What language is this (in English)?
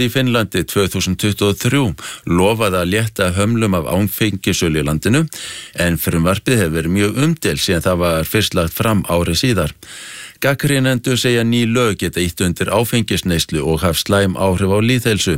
Icelandic